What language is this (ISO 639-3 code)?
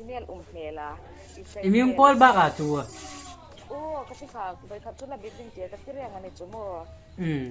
hmr